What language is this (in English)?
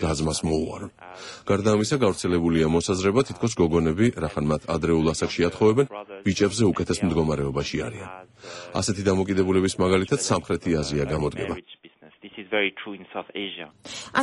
Georgian